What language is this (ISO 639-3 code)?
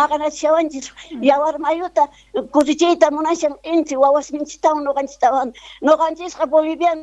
que